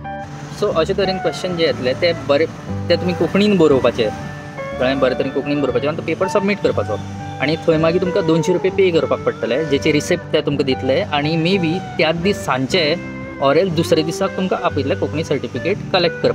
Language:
Konkani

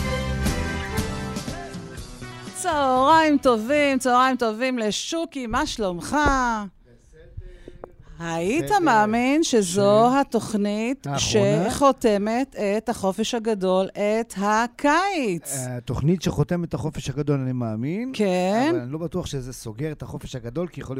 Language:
Hebrew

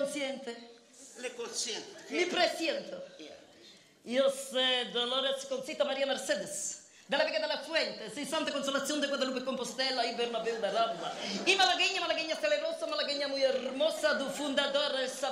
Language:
Sicilian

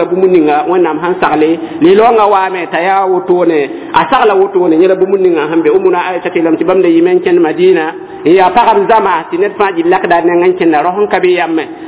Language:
Mossi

